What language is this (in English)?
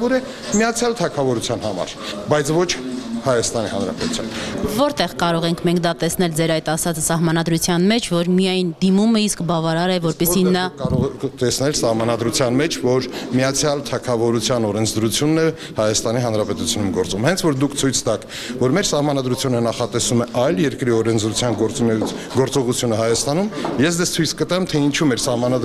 Armenian